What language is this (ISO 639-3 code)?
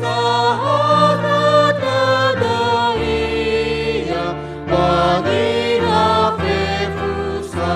nia